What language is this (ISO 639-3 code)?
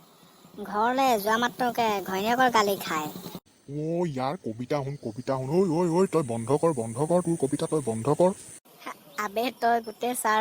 asm